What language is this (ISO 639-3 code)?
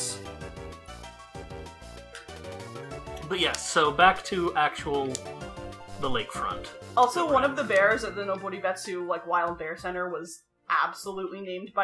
eng